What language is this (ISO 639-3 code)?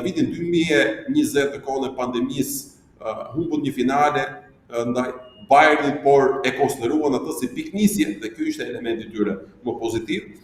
sqi